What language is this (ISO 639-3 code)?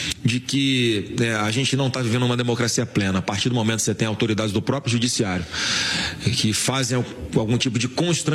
por